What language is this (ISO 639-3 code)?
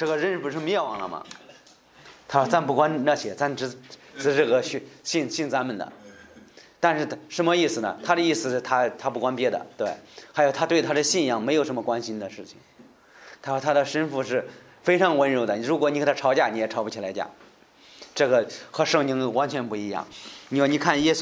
zho